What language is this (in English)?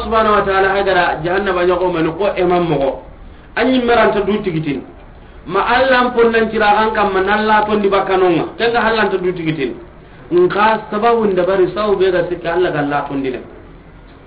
Soninke